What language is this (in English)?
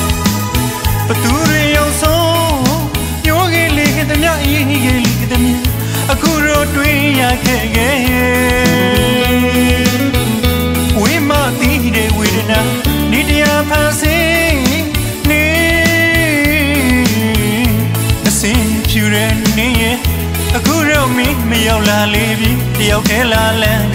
Burmese